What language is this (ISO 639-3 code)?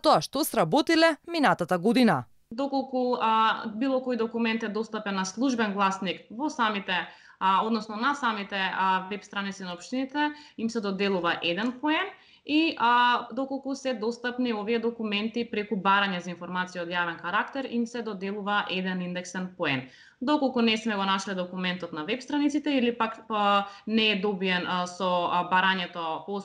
mkd